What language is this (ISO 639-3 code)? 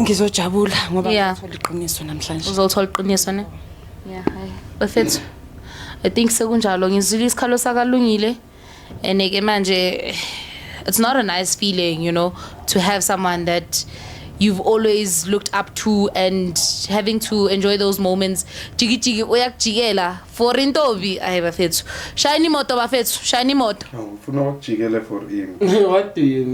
zul